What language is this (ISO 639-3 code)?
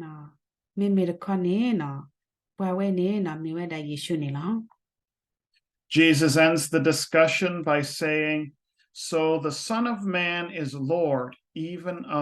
ksw